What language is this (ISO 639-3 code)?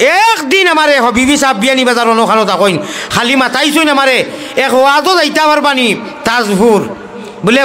syl